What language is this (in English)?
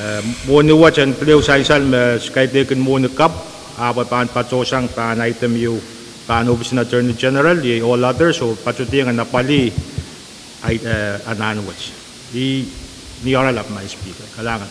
Pohnpeian